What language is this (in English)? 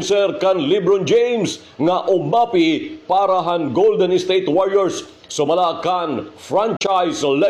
Waray